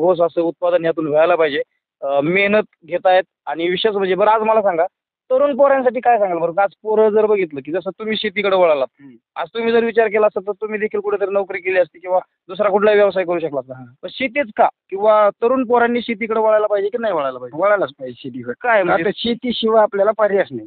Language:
Marathi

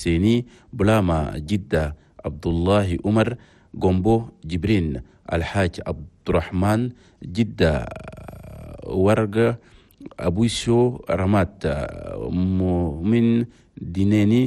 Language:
Chadian Arabic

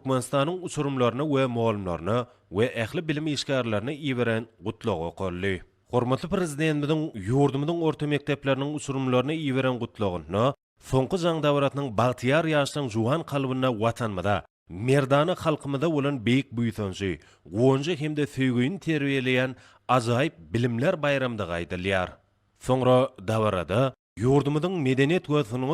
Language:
Turkmen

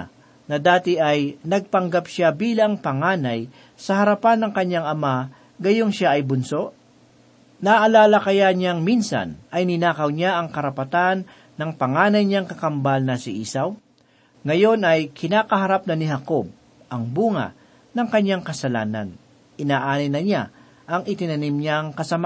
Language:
Filipino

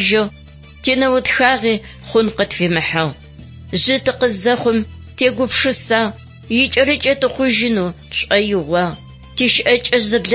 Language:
Adyghe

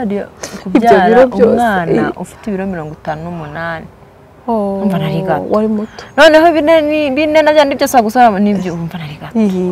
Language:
Kinyarwanda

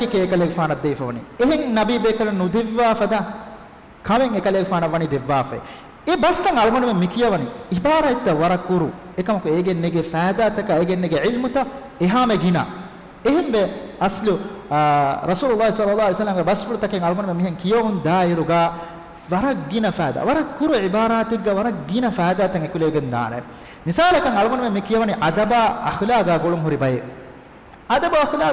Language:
Divehi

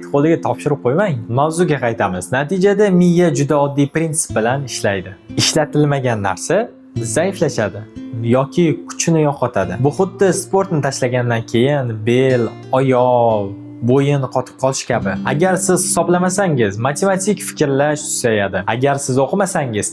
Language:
Uzbek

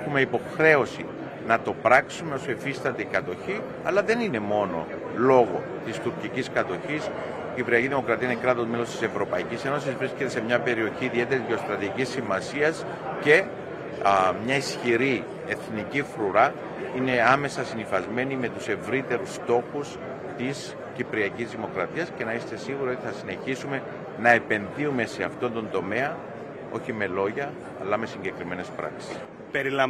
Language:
Greek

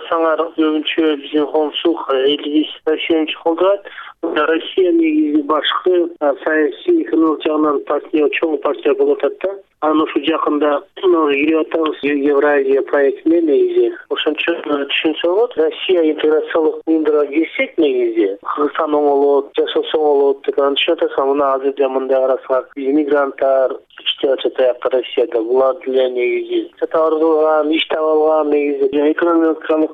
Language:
Kyrgyz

